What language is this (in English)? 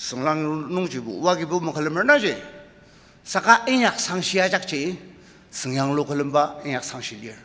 Ao Naga